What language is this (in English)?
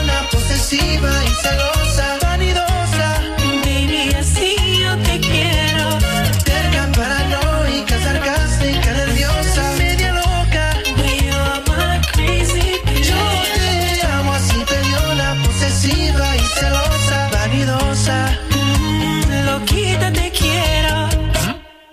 Spanish